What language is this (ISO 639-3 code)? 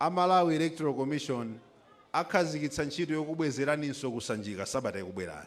nya